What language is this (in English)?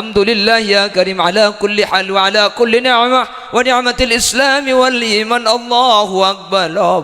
Madurese